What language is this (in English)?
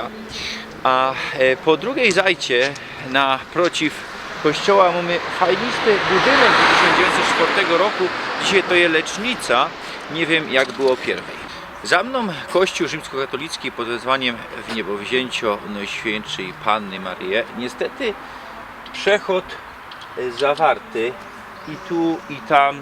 Silesian